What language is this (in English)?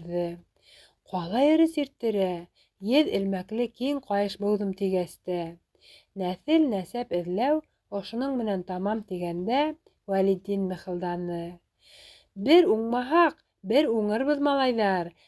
Bashkir